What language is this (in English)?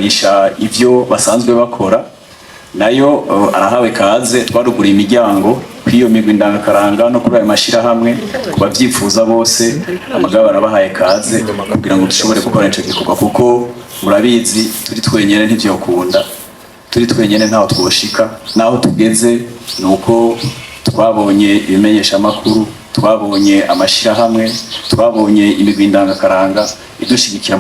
Rundi